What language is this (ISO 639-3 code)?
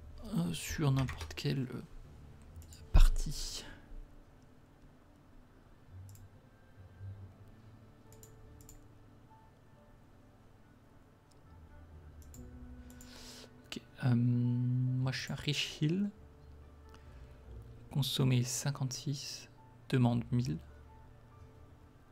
fra